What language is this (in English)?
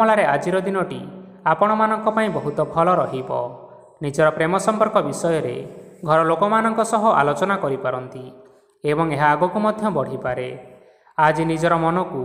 Odia